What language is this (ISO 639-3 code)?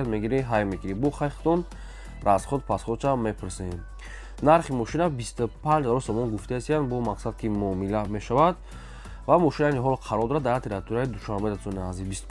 tgk